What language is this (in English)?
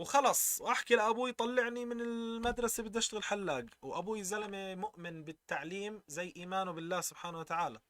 North Levantine Arabic